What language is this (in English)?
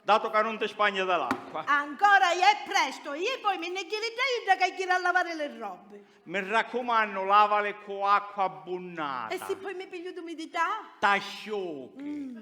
Sicilian